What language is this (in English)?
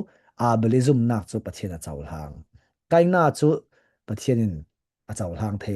Falam Chin